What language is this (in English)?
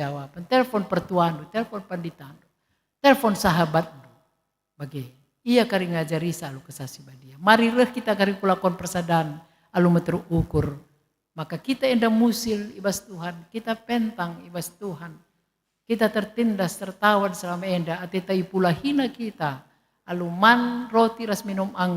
Batak Karo